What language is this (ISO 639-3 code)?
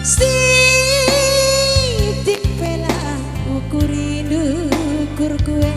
btx